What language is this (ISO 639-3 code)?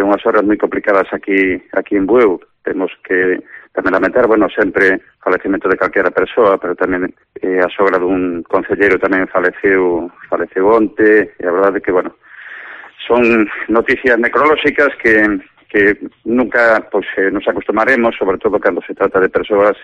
glg